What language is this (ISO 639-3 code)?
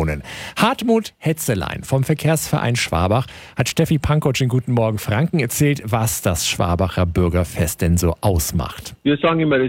deu